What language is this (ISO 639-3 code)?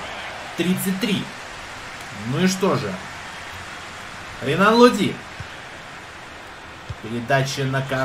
rus